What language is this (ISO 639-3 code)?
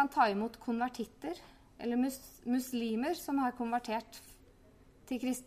nor